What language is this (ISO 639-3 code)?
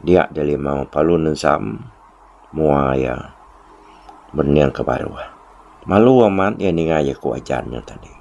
iba